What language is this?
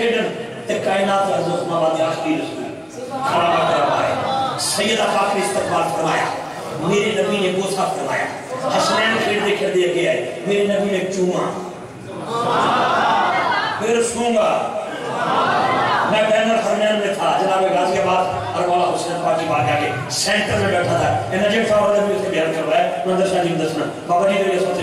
Urdu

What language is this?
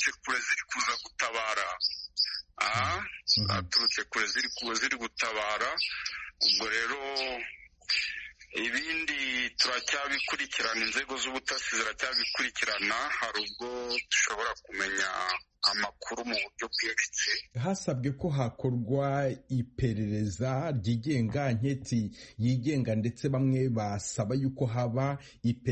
Kinyarwanda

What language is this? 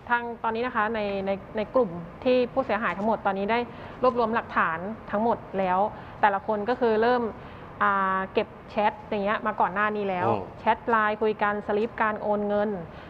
Thai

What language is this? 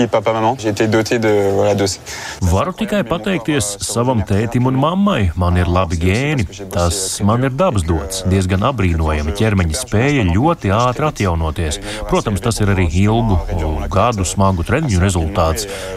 Latvian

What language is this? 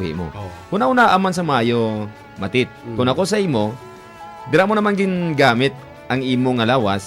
Hiligaynon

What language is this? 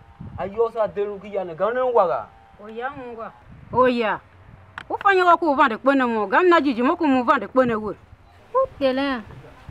Tiv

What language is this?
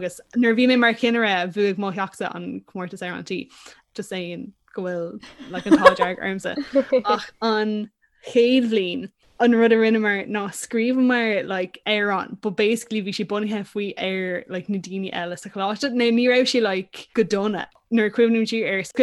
Irish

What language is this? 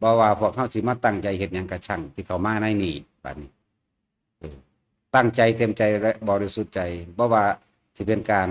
Northeastern Thai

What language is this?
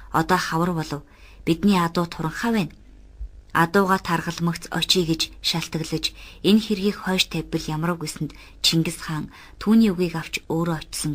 Mongolian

